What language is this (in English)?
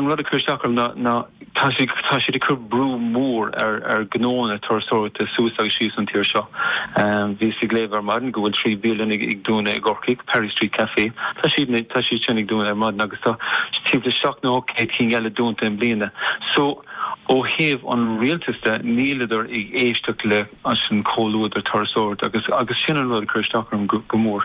Irish